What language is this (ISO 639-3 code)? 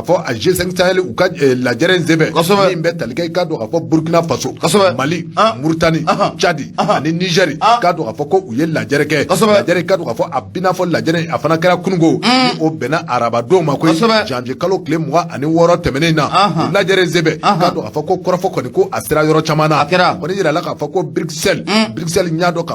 bam